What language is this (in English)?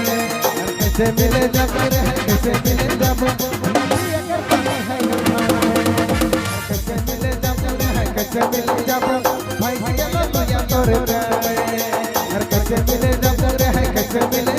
Sadri